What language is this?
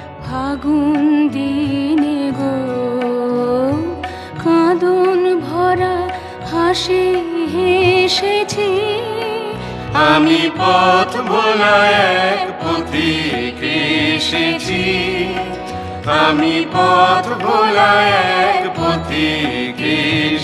Bangla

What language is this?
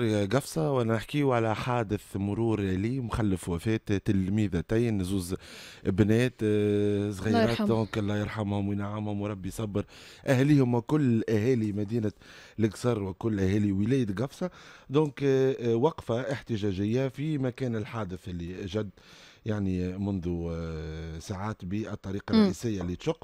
Tunisian Arabic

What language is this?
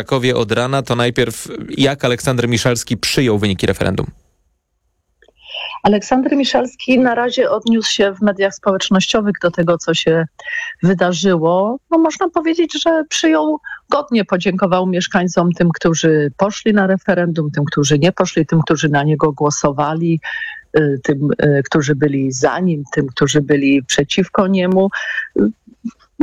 Polish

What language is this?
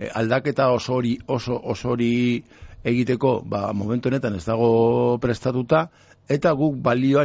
Basque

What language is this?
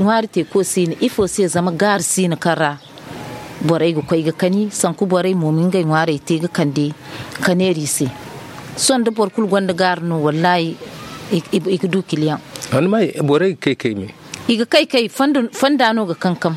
Zarma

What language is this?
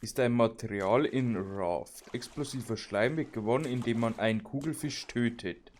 Bavarian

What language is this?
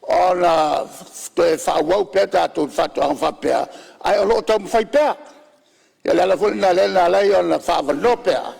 Samoan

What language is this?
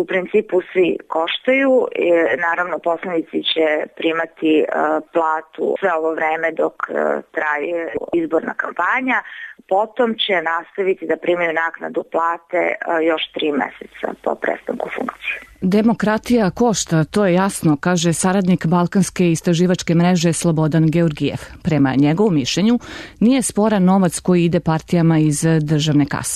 Serbian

